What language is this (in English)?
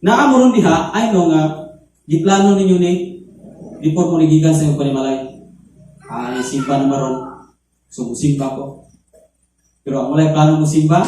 Cebuano